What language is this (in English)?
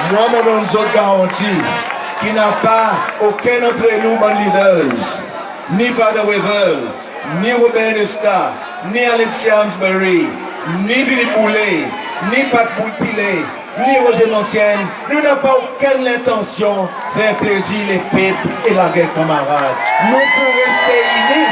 Seselwa Creole French